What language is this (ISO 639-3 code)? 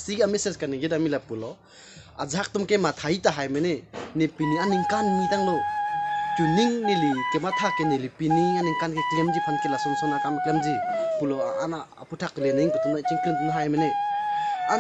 mjw